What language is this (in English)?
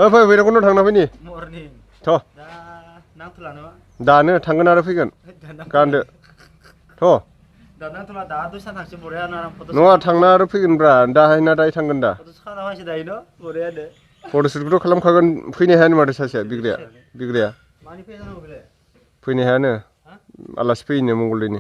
Bodo